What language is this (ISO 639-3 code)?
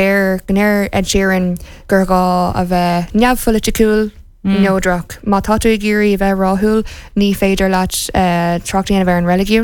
gle